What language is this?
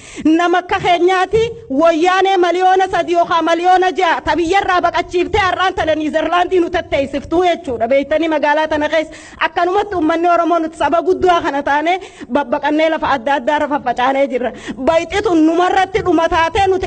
Oromo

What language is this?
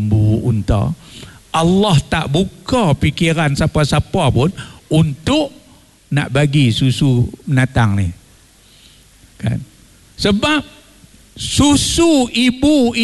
Malay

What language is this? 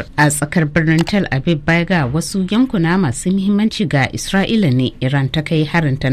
Hausa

